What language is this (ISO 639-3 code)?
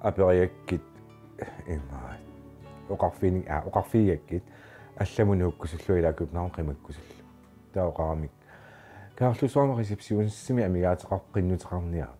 kal